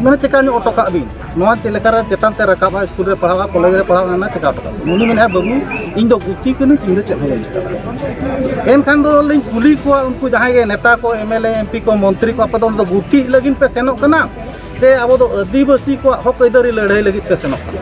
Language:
Santali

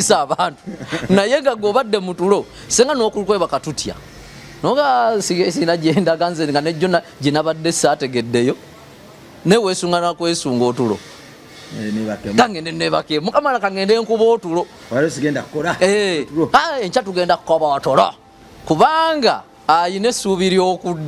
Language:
Ganda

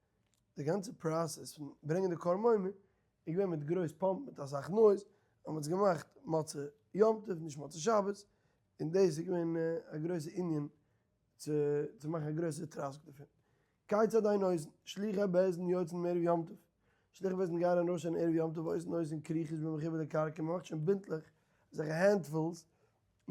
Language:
Yiddish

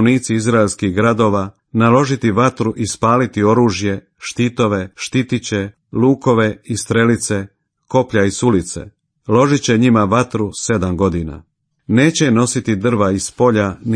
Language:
Croatian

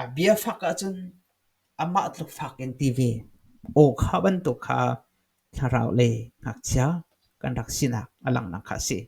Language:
Hakha Chin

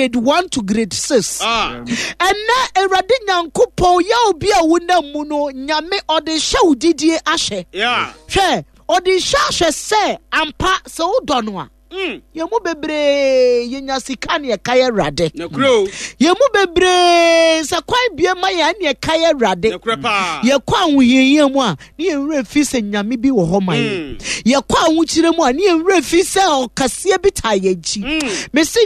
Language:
Akan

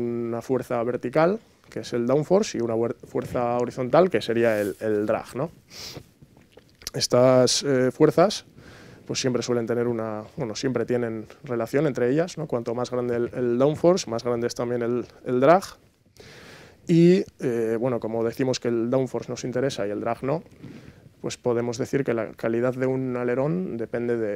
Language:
Spanish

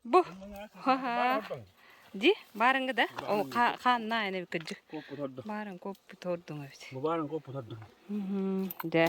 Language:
Yakut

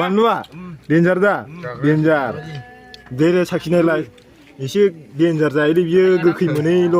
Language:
Bodo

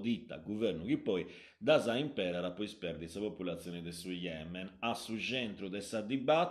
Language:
Sardinian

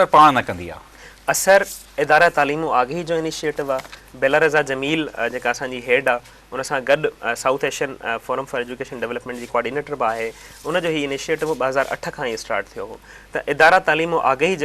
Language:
Sindhi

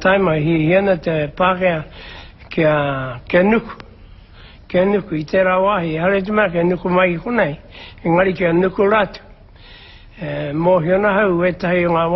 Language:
Māori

